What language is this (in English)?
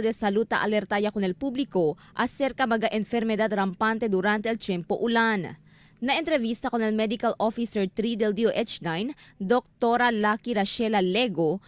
Chavacano